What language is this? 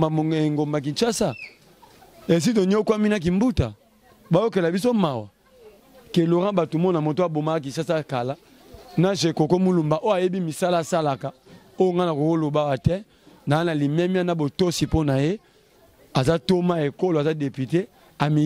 Lingala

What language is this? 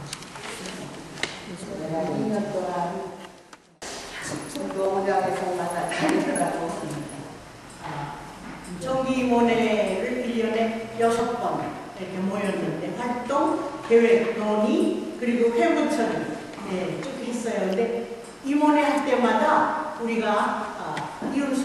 Korean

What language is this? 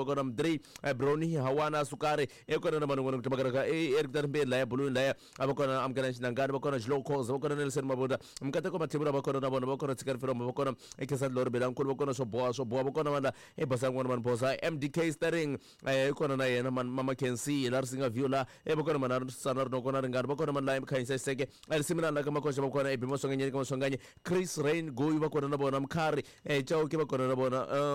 Tsonga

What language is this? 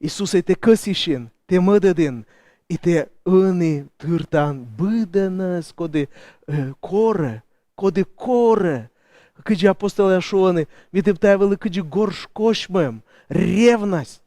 Komi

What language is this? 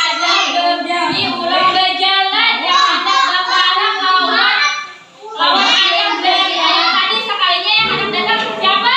Banjar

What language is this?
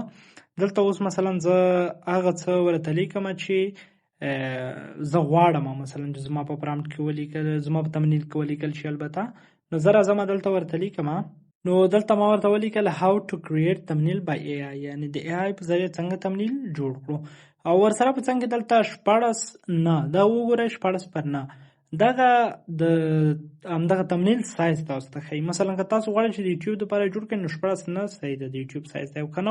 Pashto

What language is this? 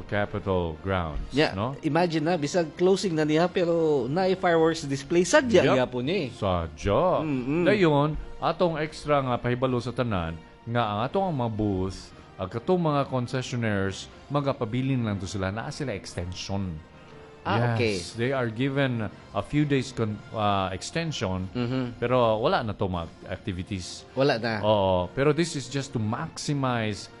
Cebuano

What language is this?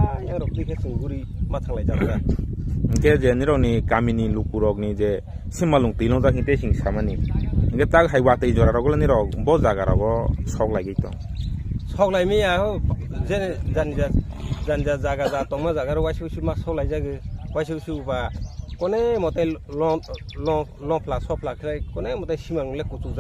Riang (India)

